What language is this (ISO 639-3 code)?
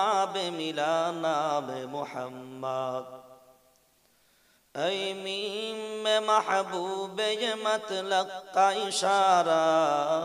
ben